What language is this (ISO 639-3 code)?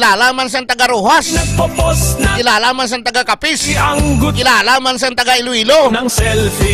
hil